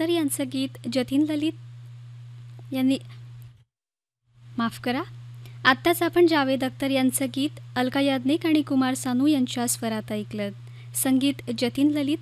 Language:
Marathi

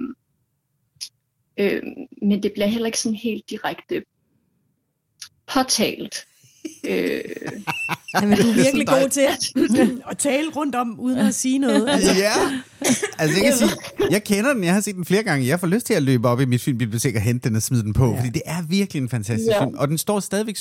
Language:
Danish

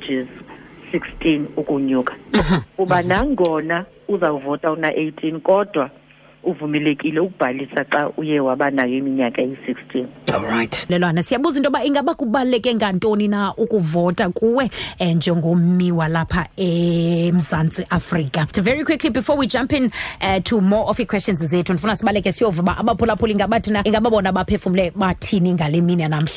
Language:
Xhosa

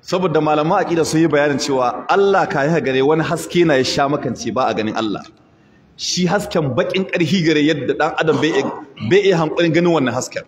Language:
Hausa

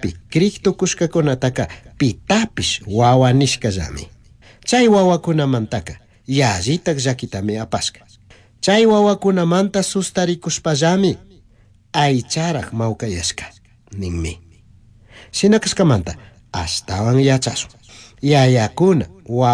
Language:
Chimborazo Highland Quichua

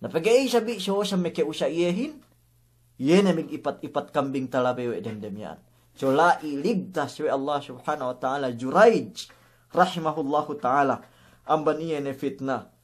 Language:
Yakan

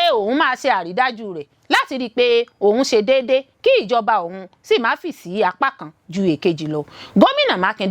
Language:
Yoruba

